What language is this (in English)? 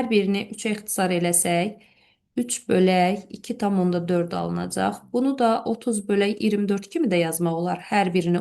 Azerbaijani